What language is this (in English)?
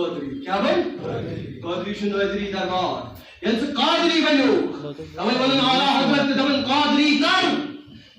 Kashmiri